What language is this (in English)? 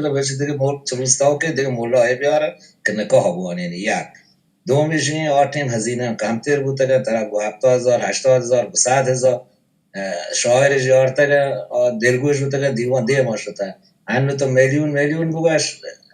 Baluchi